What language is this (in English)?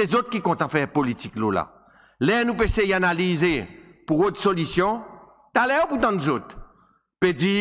Seselwa Creole French